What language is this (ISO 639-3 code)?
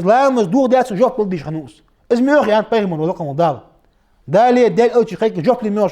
inh